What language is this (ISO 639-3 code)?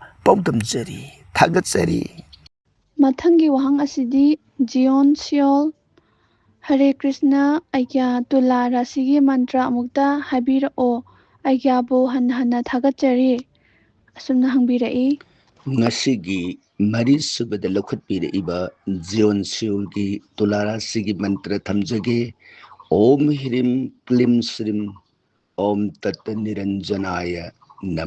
mni